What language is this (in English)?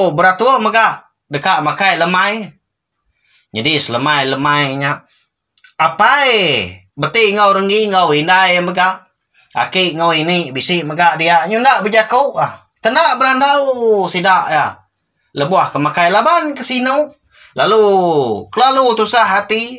Iban